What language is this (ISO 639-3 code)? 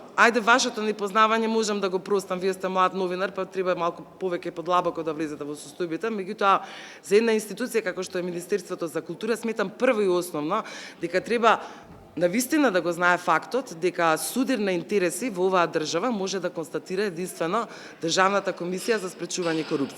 mkd